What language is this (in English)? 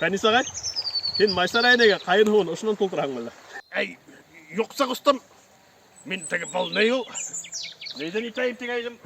Bashkir